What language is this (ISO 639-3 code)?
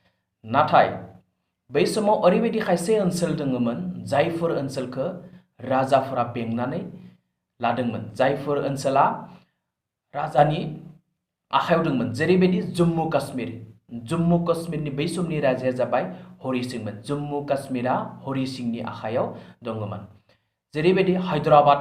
brx